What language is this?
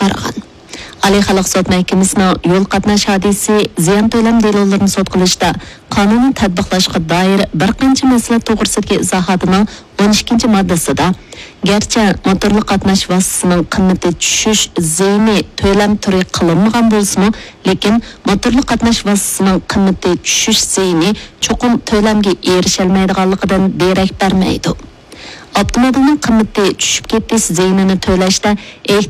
Uyghur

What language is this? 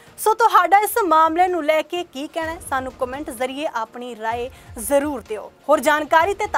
Punjabi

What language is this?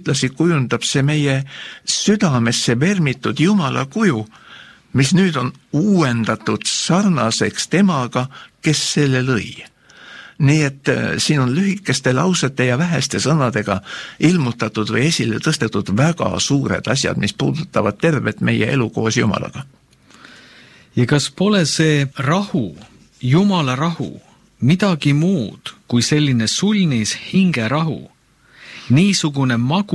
Estonian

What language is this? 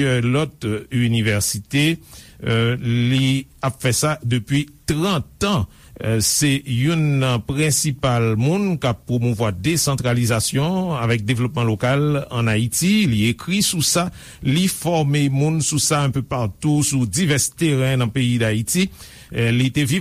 Haitian Creole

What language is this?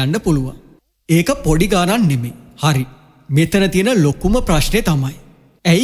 Sinhala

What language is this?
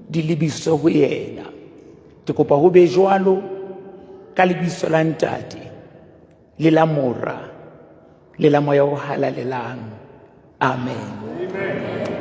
Southern Sotho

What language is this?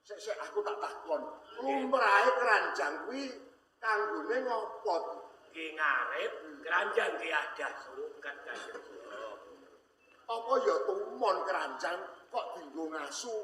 Javanese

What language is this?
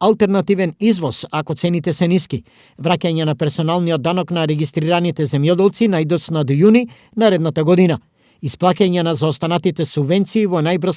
Macedonian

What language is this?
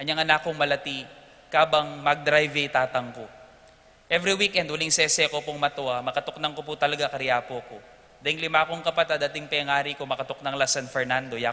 Pampanga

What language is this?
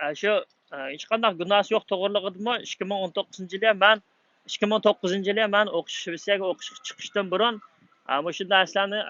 Uyghur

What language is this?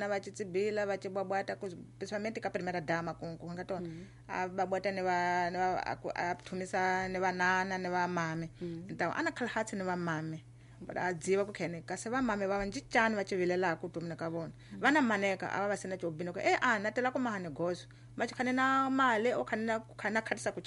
Tsonga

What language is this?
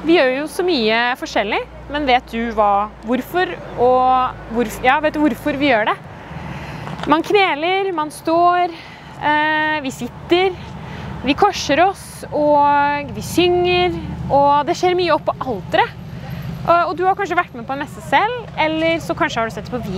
Norwegian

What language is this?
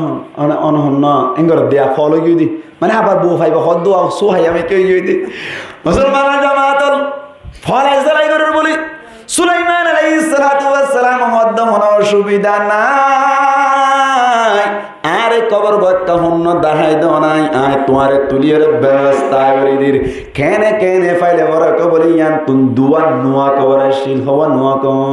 Rohingya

